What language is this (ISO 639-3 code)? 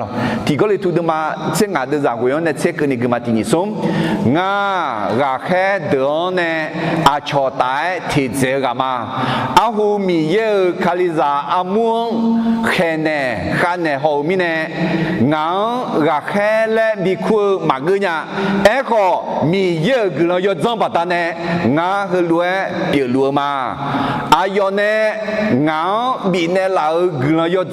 ahk